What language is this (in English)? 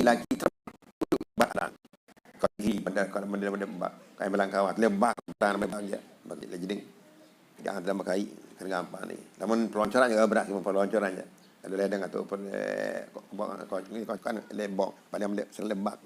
Sasak